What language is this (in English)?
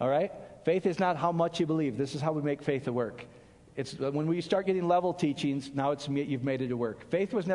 English